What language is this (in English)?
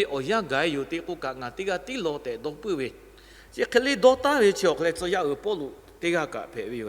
Lahu